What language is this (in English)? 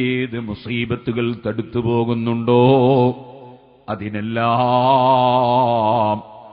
Malayalam